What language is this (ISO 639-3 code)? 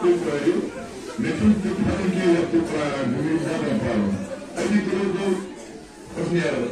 kas